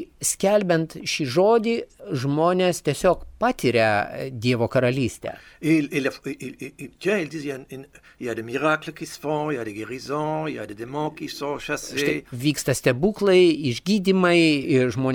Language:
Lithuanian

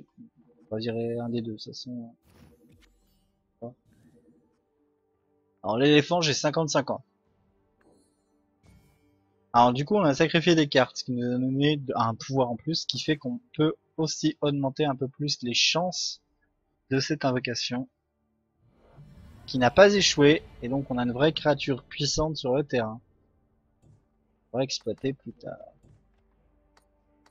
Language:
French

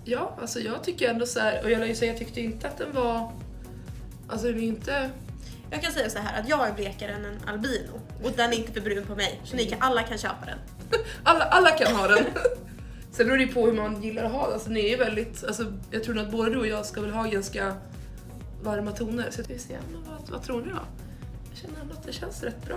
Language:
Swedish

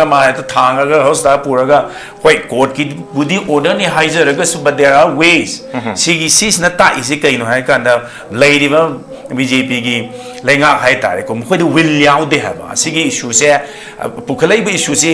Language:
Manipuri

